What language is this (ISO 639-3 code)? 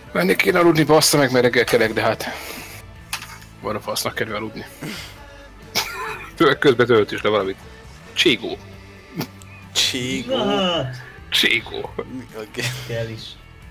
hun